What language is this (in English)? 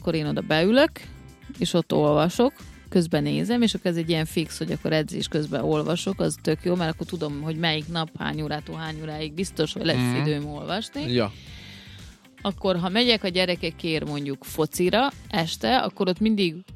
Hungarian